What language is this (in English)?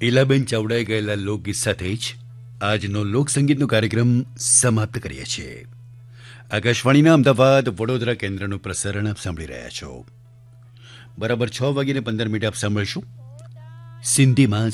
Gujarati